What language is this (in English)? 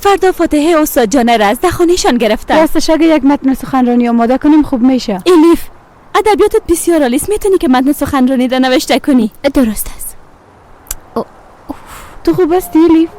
Persian